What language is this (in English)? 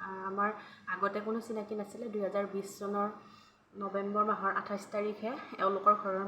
Assamese